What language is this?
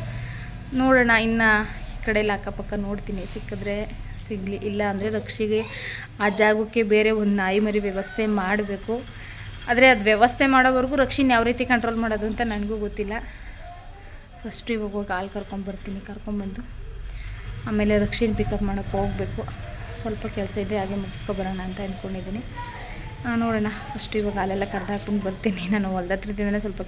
Kannada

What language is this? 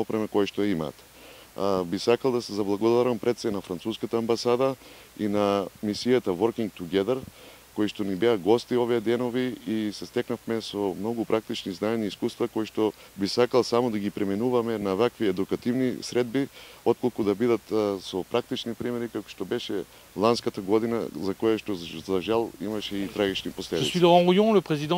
Macedonian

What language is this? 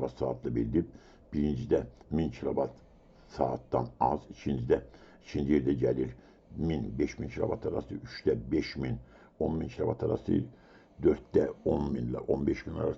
Azerbaijani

